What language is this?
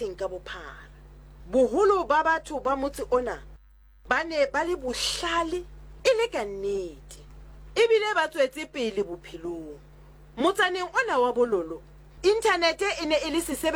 Southern Sotho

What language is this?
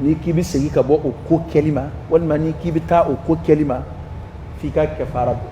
Dyula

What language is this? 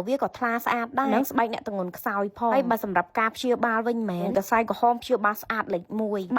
Khmer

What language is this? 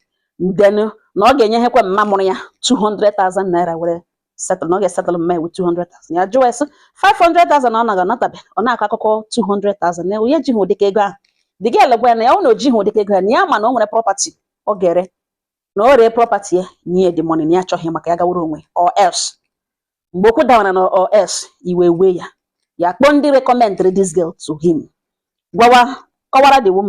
Igbo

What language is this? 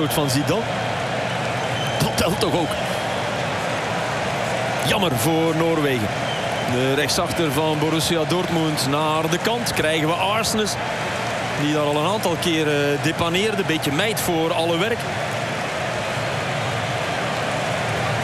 Dutch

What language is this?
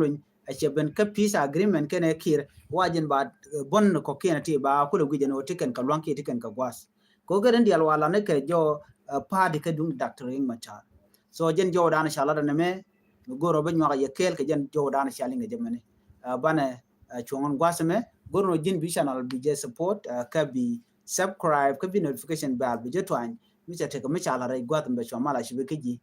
Nuer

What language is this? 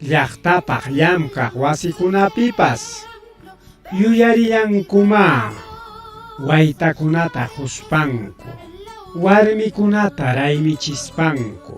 Ayacucho Quechua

